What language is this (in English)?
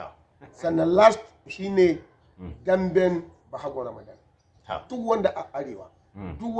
Hausa